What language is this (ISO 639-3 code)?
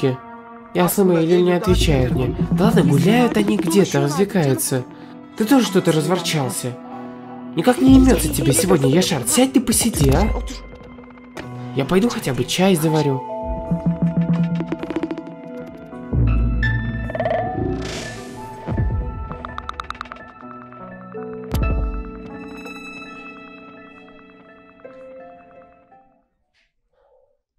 rus